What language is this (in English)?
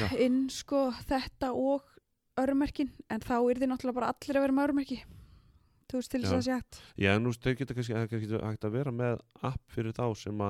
Icelandic